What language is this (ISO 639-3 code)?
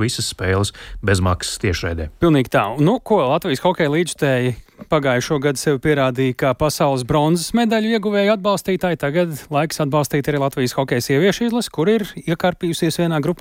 lav